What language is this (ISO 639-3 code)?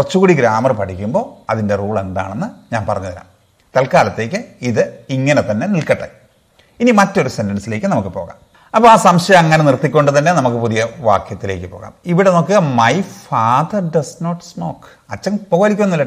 mal